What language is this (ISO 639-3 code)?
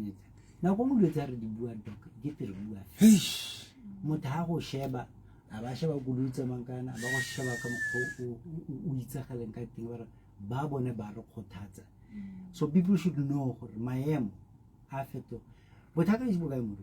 sot